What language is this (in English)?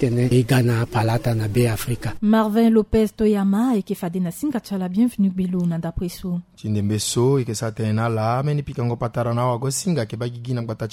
Sango